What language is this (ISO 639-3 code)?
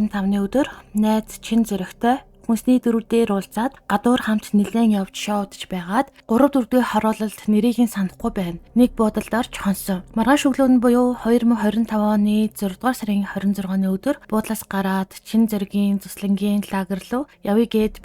mon